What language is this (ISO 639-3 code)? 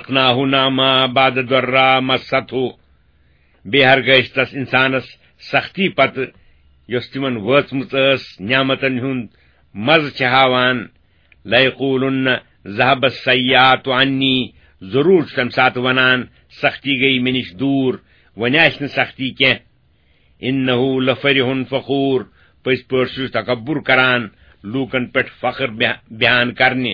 kas